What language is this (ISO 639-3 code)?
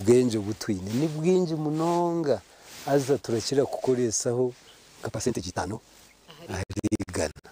nyn